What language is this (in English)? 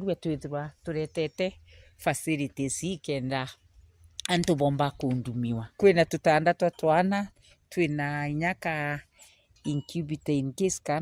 Meru